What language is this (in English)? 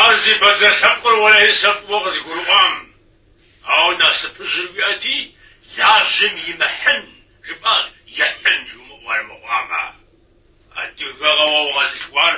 Kabardian